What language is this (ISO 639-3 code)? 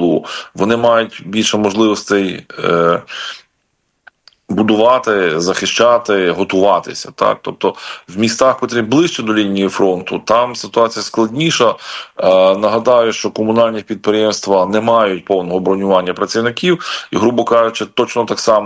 ukr